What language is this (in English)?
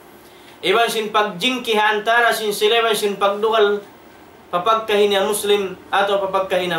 Tausug